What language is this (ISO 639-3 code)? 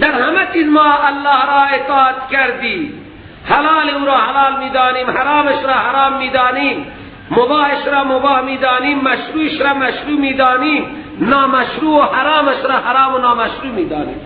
fas